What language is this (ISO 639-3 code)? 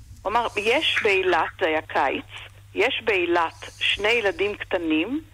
heb